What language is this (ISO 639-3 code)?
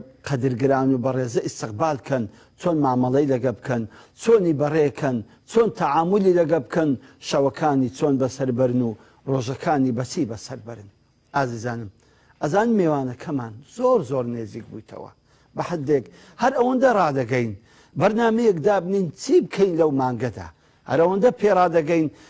ckb